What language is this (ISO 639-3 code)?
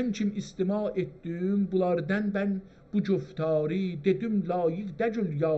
azb